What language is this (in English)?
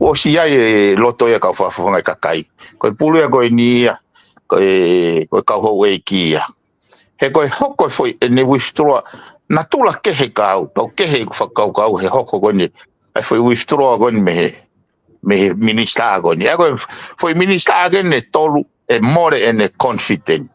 Tongan